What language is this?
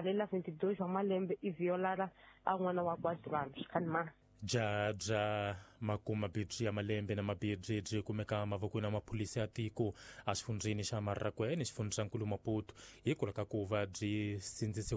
Tsonga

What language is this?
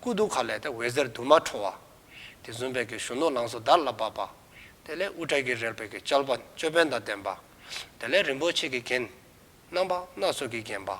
Dzongkha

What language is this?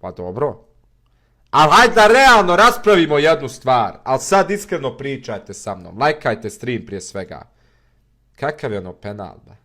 Bosnian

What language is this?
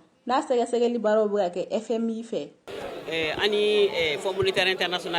Bambara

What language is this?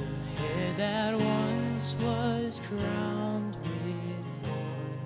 English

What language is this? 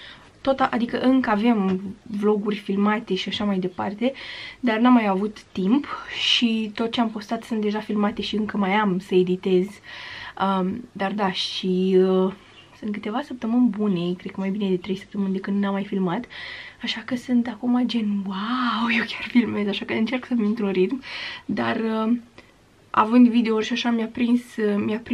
Romanian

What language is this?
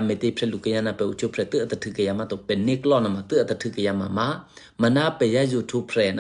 Eastern Kayah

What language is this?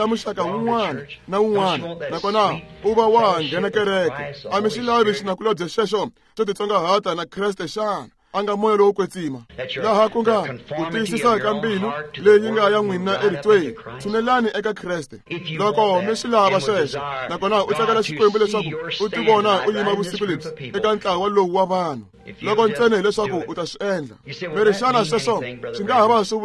Tsonga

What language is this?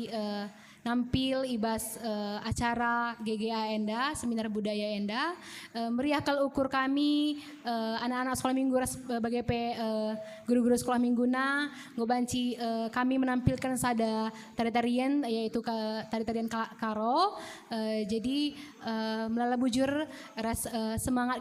Batak Karo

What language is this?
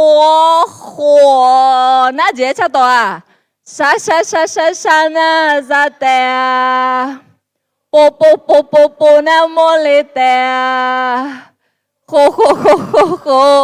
Akha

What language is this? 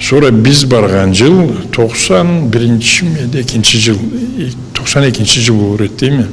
Karachay-Balkar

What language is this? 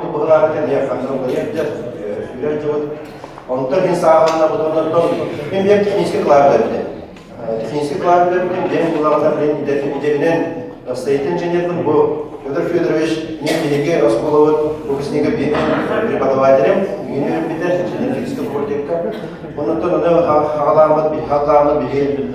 Yakut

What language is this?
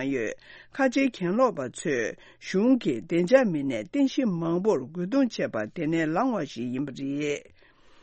Tibetan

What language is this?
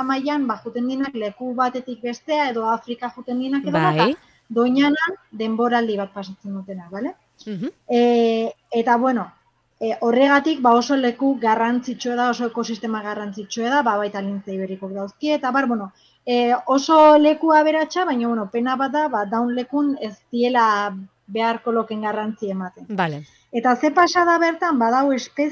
Basque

